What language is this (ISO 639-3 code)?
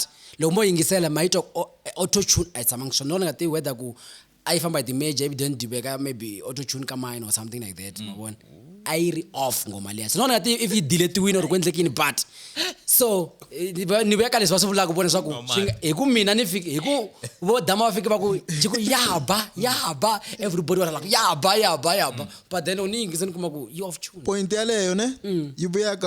tso